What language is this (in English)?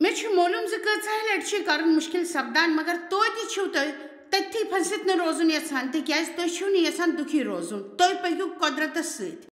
Kashmiri